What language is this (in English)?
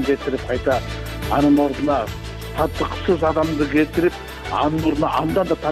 Kyrgyz